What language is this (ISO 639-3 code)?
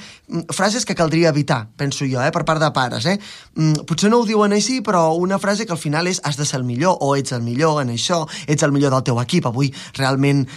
cat